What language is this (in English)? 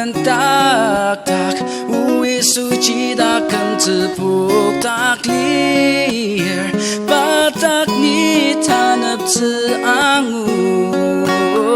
Ao Naga